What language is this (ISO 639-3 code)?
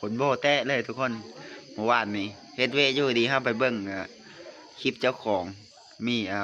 lao